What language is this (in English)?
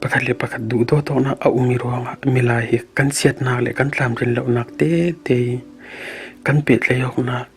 Falam Chin